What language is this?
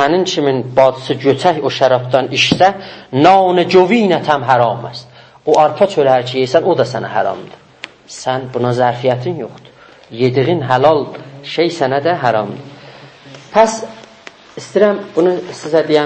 South Azerbaijani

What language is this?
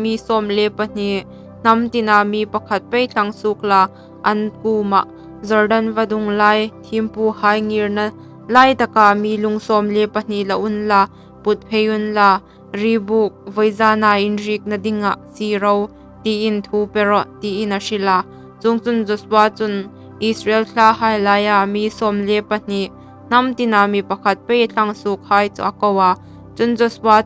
Hmar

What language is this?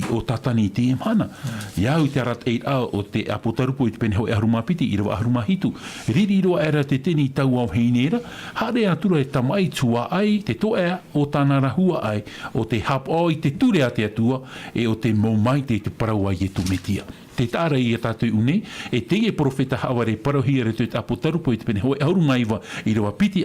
Tahitian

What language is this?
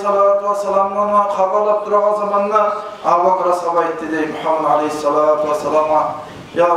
Kumyk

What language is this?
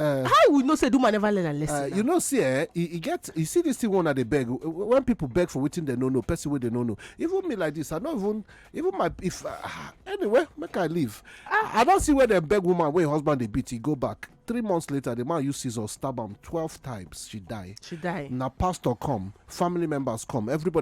Nigerian Pidgin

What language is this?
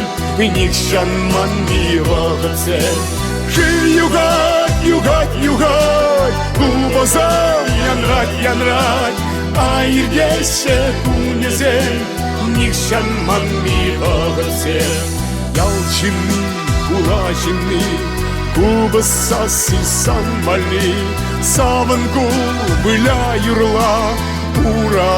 Chuvash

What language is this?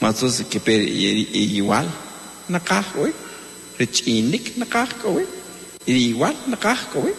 Kaqchikel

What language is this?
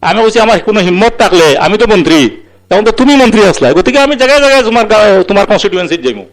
Sylheti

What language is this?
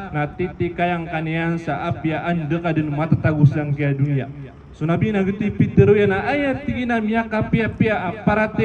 Maranao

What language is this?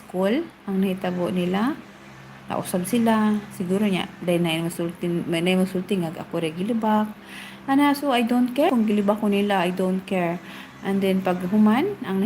Cebuano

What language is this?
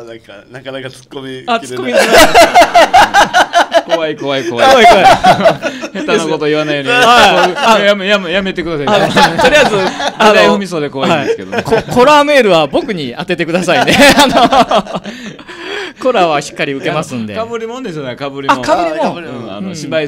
Japanese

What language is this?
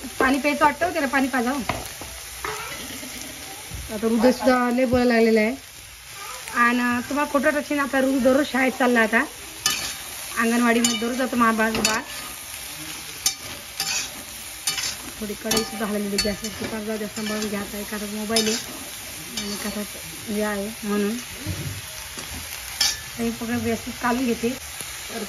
Marathi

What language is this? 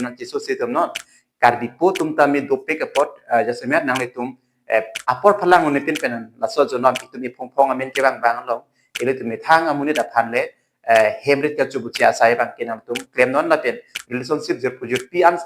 Karbi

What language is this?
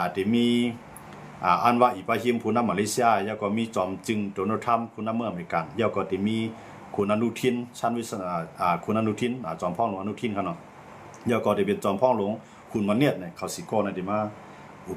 Shan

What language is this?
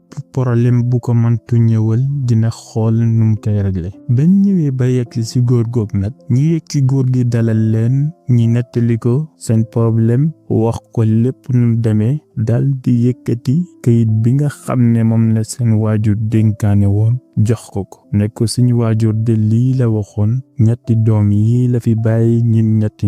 Wolof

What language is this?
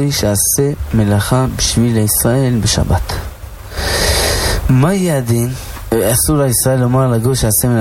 Hebrew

